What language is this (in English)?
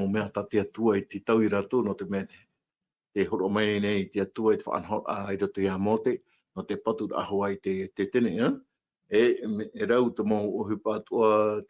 Tahitian